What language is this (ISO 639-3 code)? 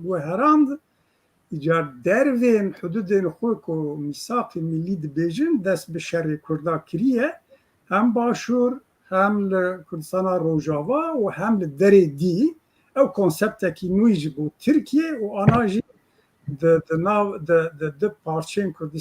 kur